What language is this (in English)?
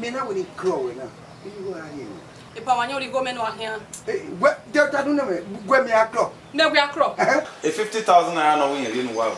Bini